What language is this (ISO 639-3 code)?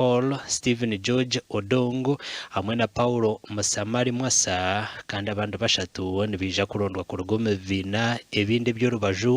nyn